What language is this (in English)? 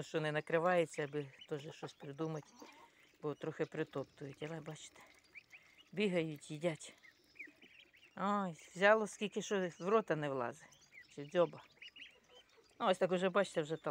Ukrainian